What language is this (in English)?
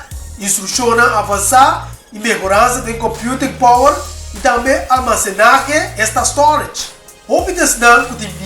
Papiamento